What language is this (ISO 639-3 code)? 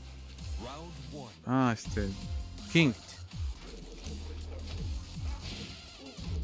spa